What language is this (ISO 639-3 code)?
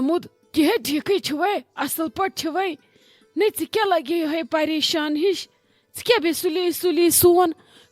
kas